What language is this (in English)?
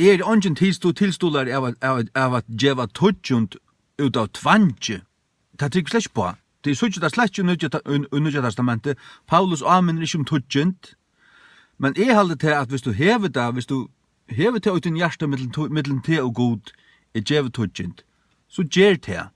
Faroese